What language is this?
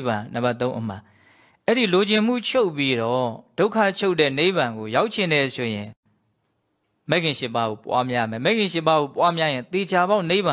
Burmese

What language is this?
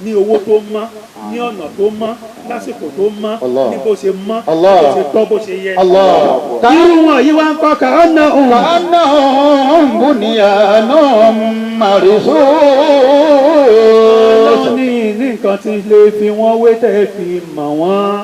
Yoruba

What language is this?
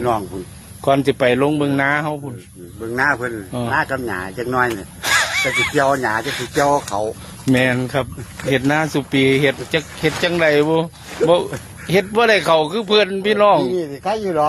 Northeastern Thai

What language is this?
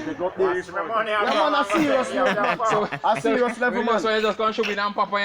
Jamaican Creole English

